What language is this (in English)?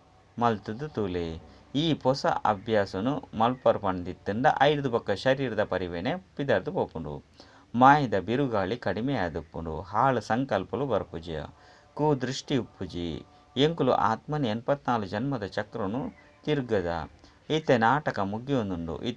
Tulu